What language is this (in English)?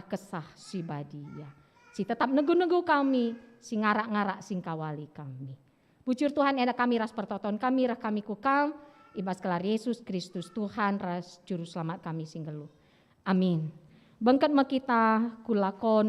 Batak Karo